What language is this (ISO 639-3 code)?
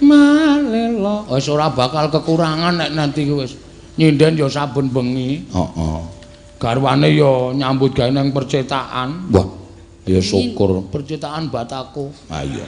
jav